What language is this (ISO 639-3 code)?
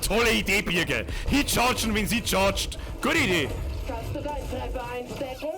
bar